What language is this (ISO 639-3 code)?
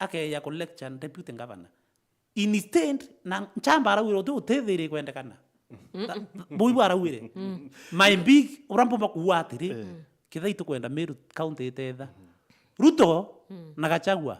mer